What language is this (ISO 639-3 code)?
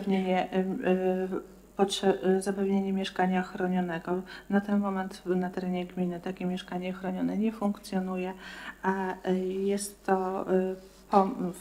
pol